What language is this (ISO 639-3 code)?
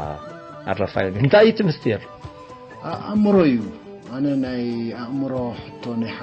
tir